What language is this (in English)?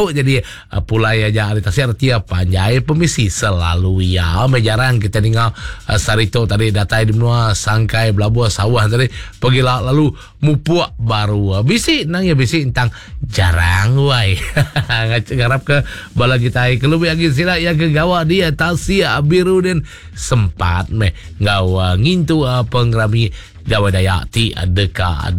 Iban